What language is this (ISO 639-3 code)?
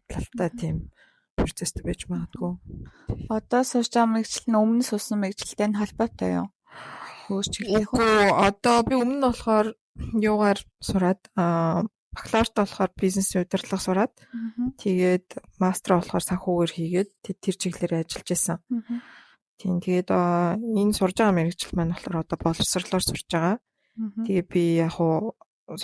mon